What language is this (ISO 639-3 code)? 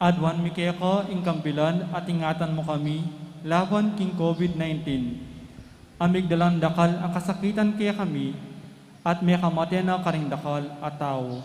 pam